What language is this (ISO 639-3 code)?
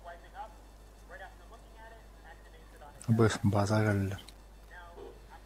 sah